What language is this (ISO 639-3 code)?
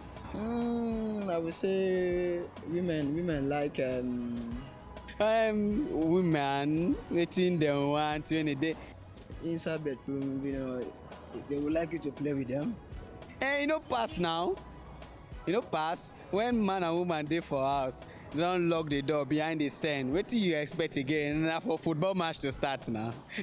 pcm